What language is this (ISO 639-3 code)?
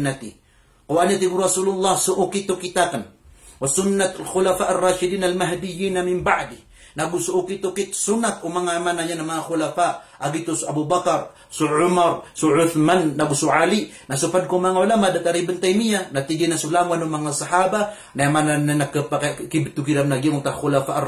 mrw